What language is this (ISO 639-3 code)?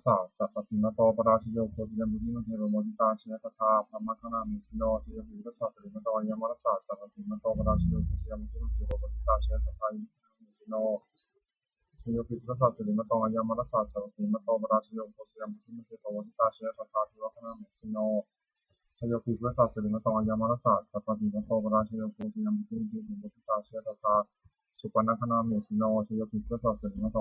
pli